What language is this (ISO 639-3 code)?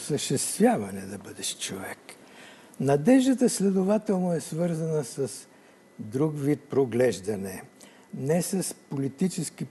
bul